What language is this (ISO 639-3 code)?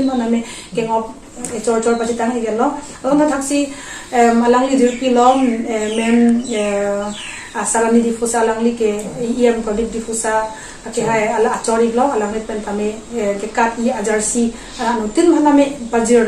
mjw